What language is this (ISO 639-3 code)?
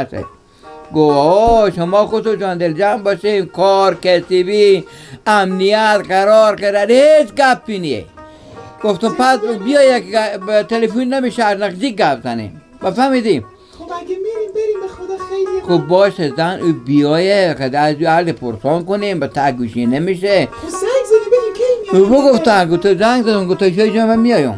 fas